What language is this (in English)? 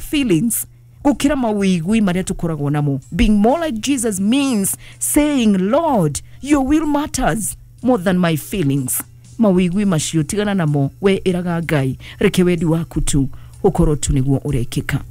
Kikuyu